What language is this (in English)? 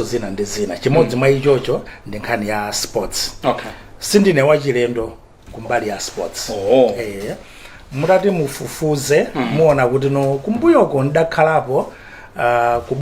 Nyanja